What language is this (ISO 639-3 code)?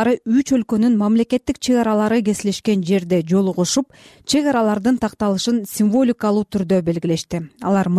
kir